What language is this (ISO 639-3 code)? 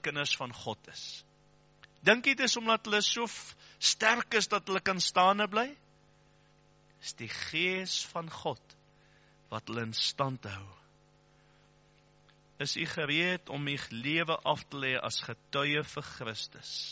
afr